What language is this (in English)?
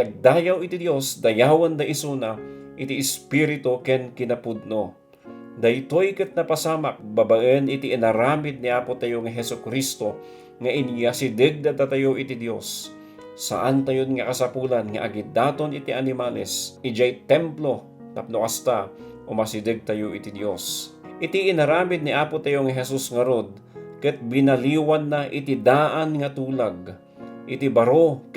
Iloko